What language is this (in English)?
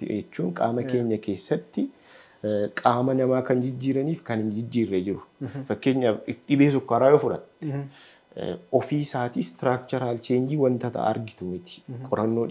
Oromo